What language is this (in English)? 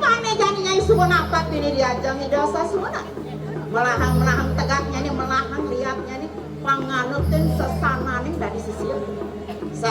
Balinese